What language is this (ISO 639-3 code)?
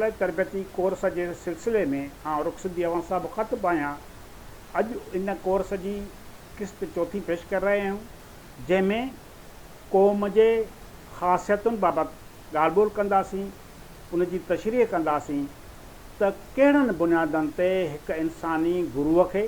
snd